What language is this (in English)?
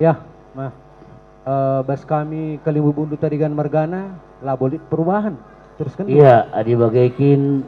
Batak Karo